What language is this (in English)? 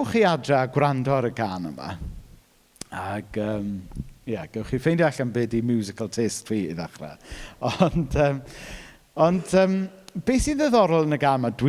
Welsh